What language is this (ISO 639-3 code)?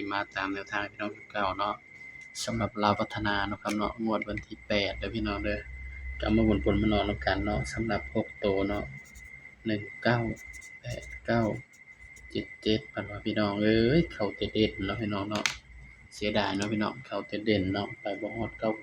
tts